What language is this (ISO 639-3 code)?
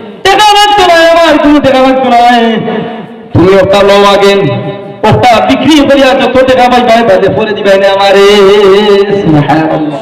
syl